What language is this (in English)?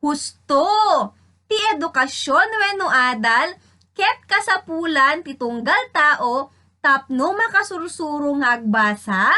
Iloko